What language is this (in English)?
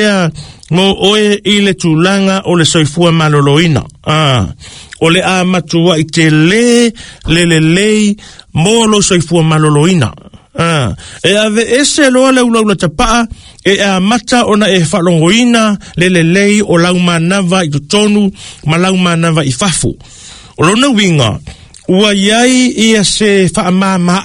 Samoan